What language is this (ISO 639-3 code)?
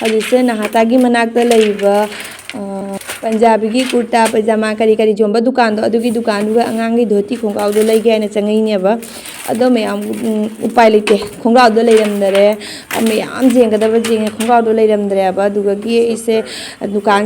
mni